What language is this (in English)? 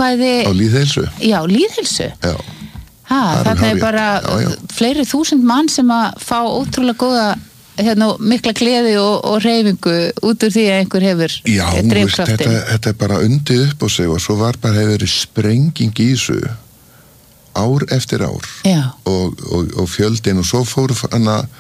Icelandic